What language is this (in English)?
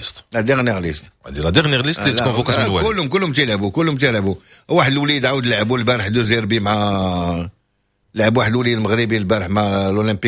Moroccan Arabic